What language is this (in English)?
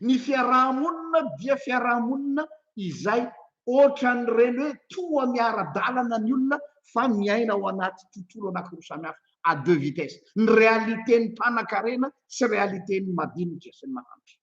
Malagasy